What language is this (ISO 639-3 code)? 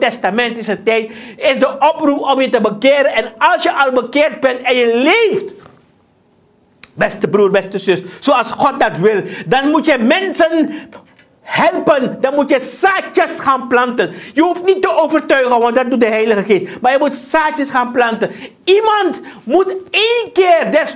nld